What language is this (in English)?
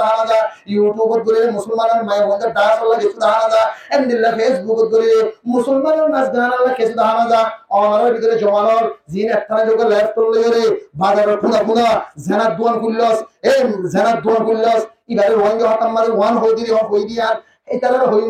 Rohingya